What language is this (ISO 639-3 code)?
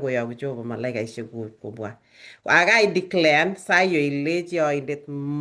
kln